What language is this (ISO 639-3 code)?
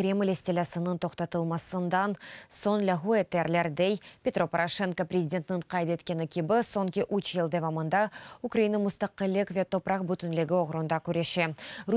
crh